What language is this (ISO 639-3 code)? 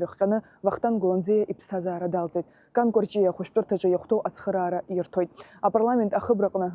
abk